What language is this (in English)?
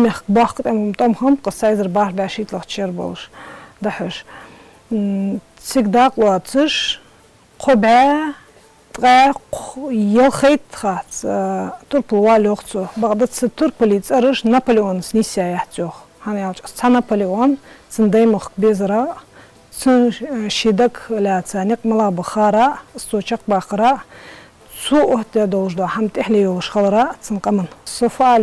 Ingush